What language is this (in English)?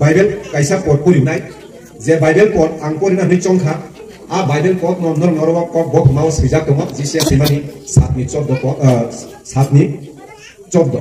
Kok Borok